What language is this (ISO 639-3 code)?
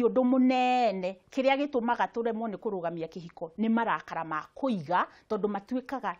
kik